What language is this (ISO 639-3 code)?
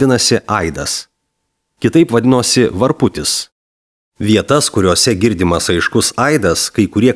lit